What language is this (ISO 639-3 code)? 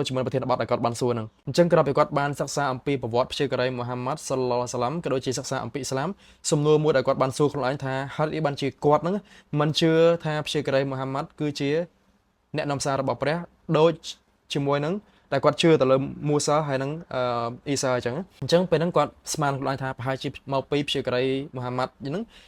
khm